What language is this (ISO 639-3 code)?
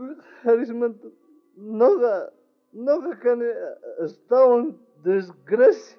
quh